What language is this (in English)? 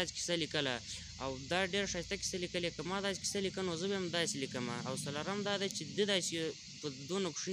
Pashto